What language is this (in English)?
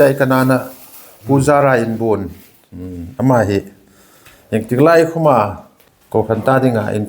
Hmar